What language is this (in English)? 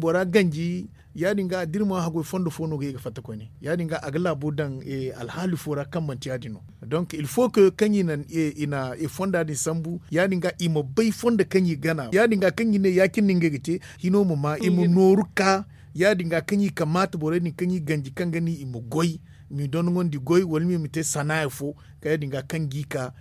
Zarma